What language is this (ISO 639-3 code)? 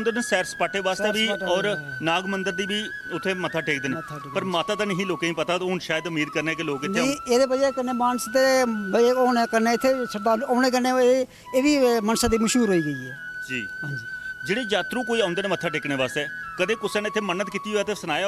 doi